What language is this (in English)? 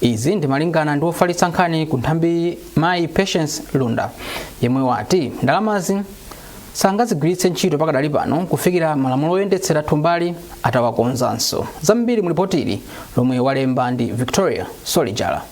Nyanja